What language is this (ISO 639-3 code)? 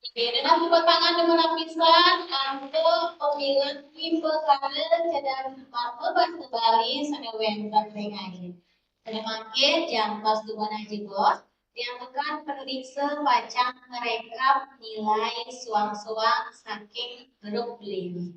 ban